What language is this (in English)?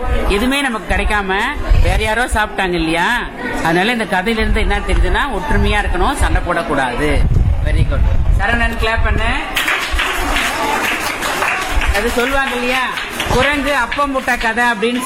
Tamil